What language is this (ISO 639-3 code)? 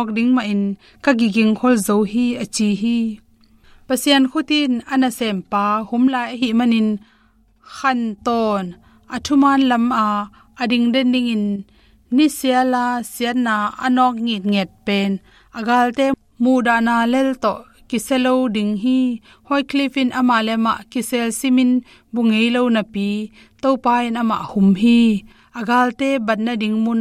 ctd